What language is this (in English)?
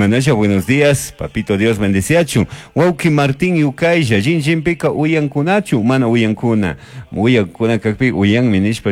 Chimborazo Highland Quichua